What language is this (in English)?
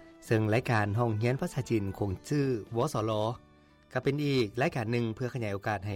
Lao